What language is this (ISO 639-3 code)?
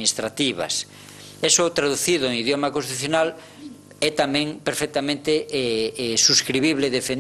glg